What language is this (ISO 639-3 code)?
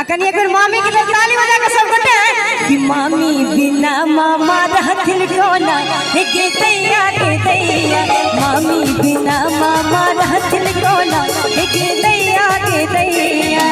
mai